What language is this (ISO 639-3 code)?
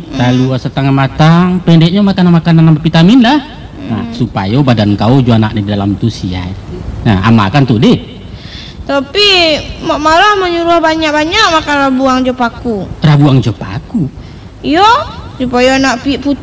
min